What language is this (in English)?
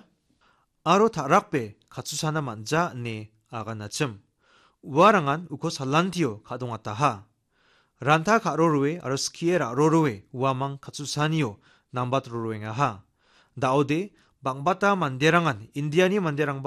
Garo